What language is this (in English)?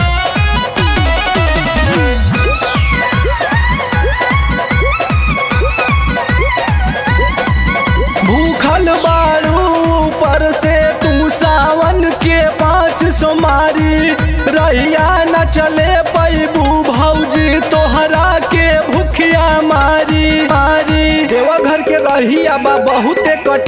Bhojpuri